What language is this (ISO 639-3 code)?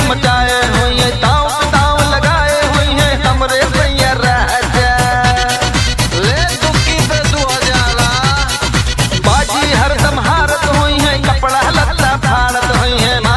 bho